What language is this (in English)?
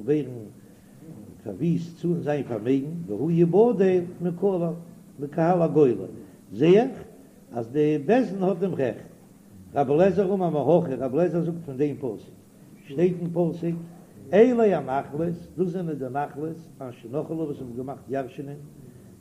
Yiddish